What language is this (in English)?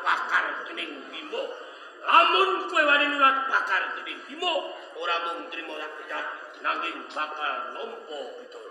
Javanese